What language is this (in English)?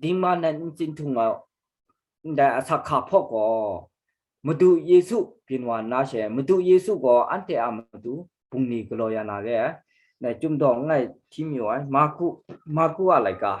Kachin